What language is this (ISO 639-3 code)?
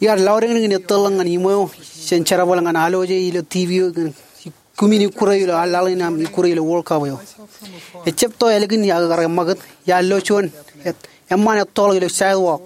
mah